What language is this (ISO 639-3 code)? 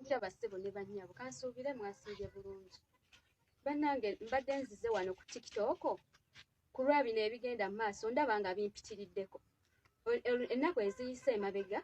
lug